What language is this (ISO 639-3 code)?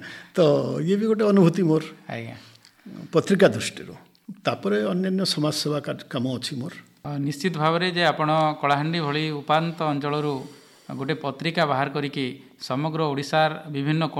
ori